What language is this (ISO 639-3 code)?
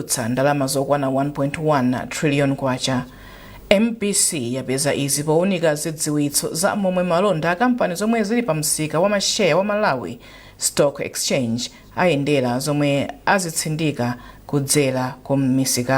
nya